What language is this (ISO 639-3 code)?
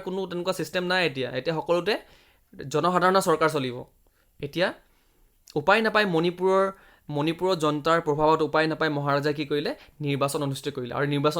asm